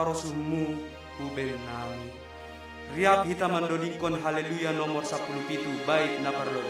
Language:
Batak Simalungun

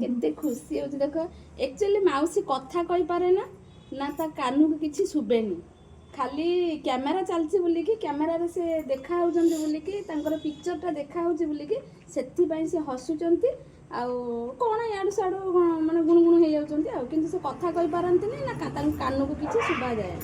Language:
Odia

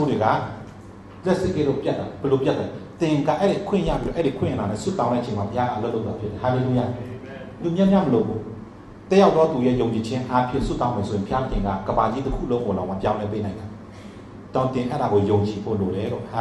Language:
Burmese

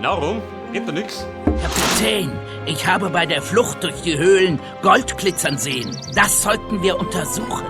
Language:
Bavarian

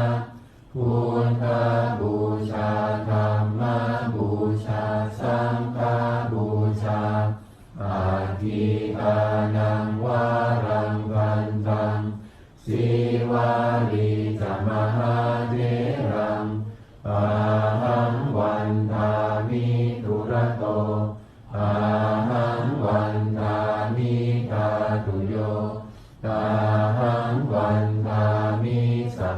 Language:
Pali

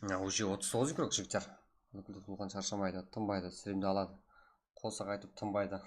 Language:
Kara-Kalpak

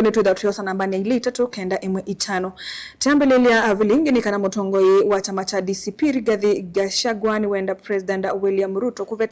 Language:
Kamba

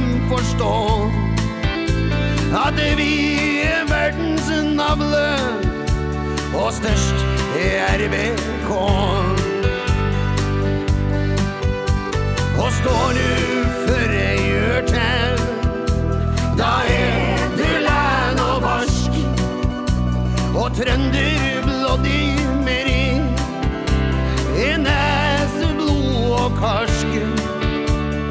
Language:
Norwegian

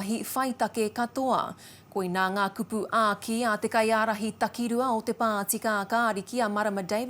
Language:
Māori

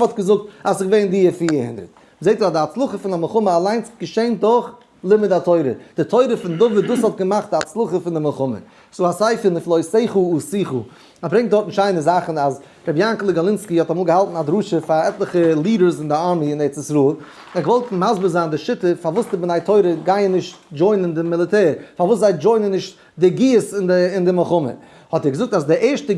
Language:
Yiddish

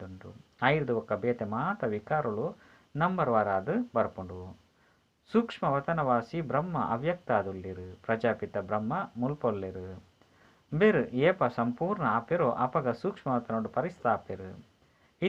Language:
Tulu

